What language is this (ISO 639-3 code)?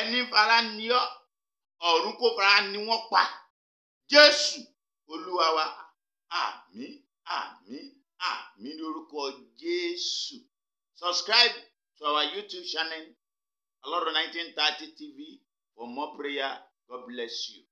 yor